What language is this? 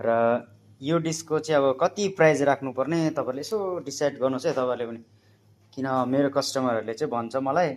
Nepali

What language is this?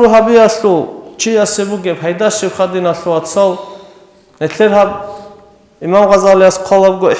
Avaric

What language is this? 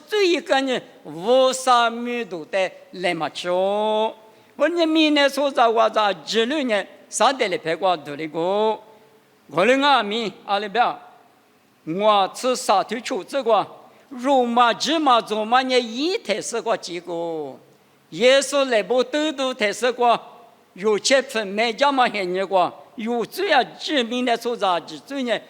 Lisu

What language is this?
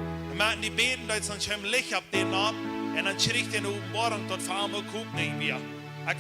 Plautdietsch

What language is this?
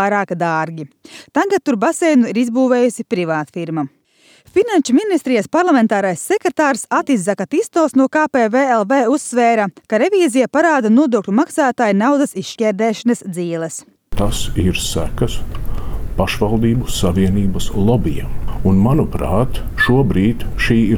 Latvian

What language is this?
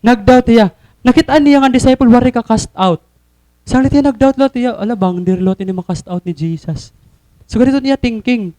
Waray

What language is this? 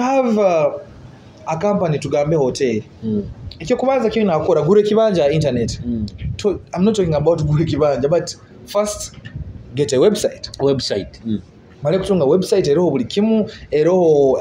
Nyoro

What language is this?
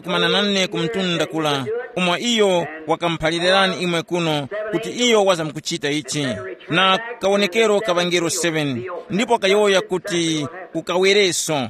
Tumbuka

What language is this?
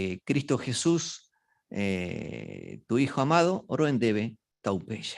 Guarani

